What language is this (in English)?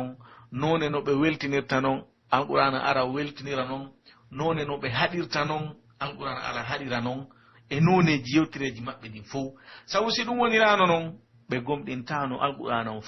Pular